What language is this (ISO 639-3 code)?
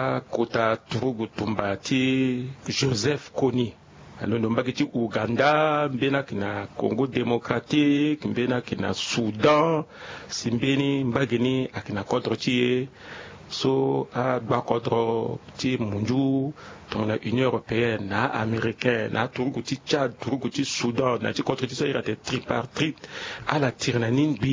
sag